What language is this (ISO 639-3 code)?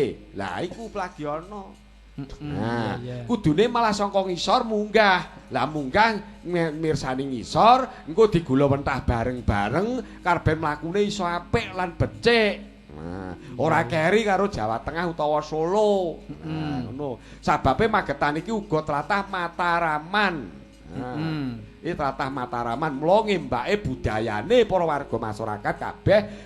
jav